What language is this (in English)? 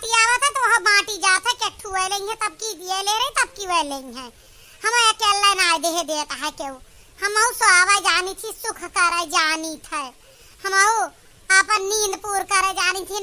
Awadhi